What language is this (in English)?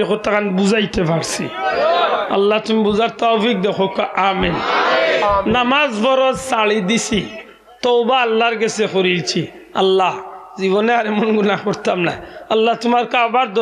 Sylheti